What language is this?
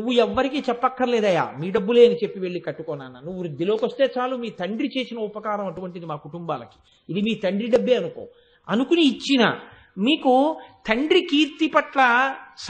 Telugu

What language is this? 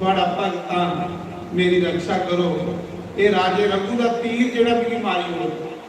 Dogri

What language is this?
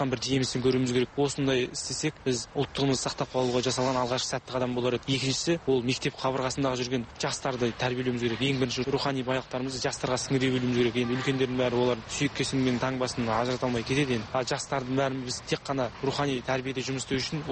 Kazakh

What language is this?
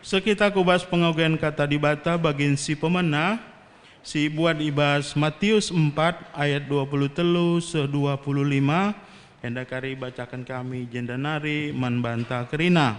Batak Karo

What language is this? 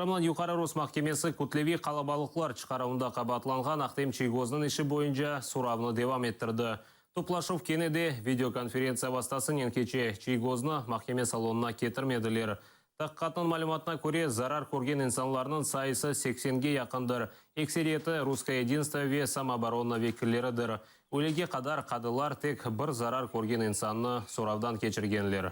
Crimean Tatar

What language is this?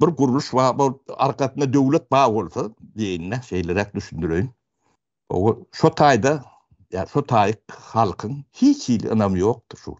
Turkmen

